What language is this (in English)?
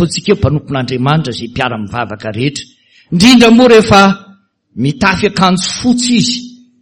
Malagasy